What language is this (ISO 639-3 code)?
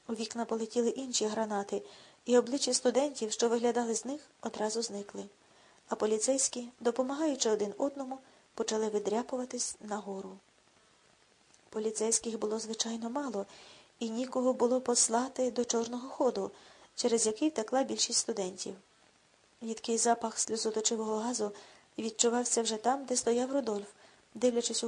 ukr